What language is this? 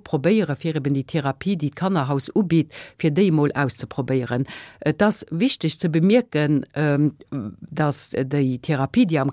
Luxembourgish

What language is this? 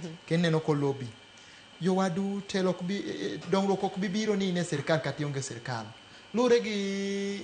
Luo (Kenya and Tanzania)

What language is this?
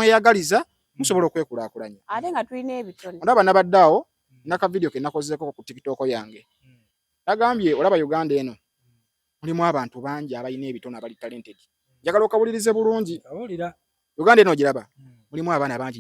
Ganda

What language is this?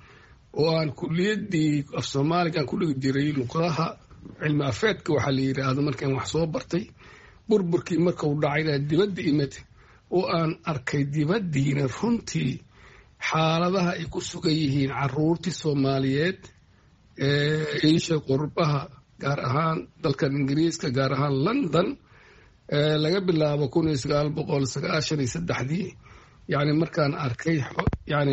Somali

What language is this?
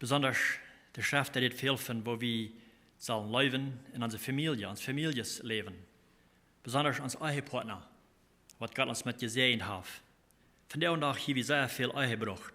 Plautdietsch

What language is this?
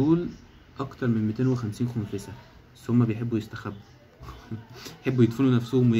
Egyptian Arabic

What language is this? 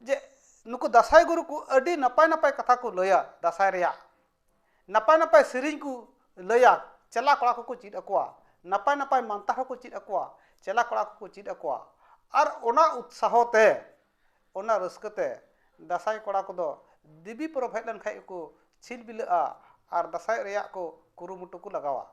Santali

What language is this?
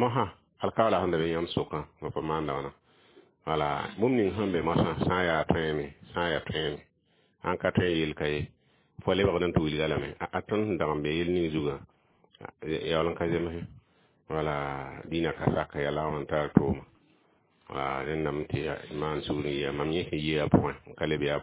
Mossi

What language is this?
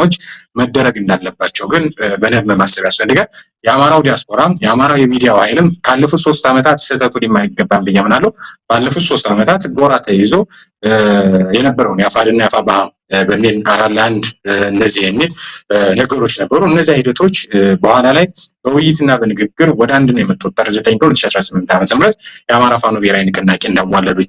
Amharic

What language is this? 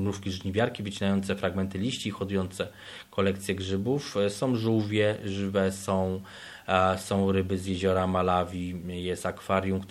Polish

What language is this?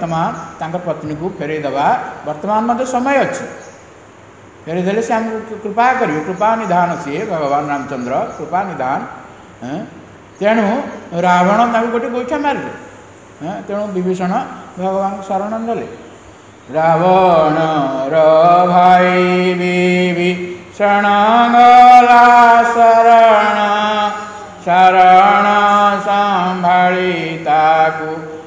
Odia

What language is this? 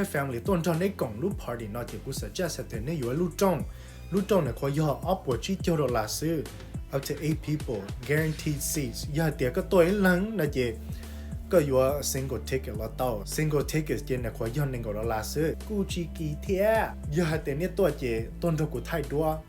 Hmong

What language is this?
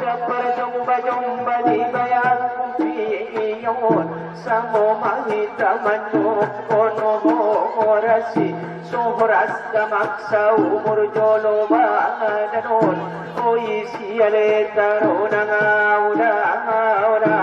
Batak Angkola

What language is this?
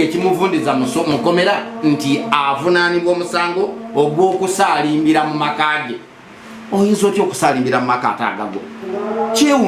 Ganda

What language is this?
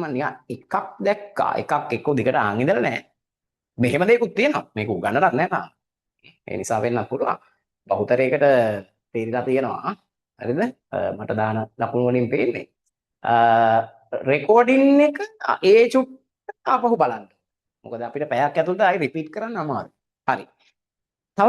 Sinhala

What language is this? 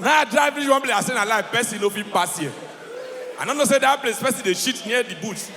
Nigerian Pidgin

